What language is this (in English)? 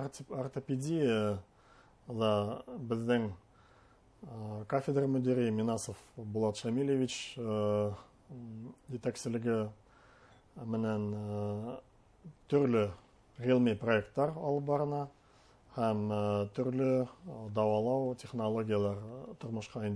Bashkir